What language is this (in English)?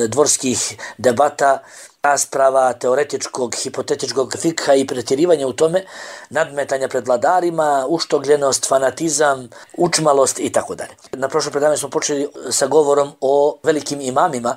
Bosnian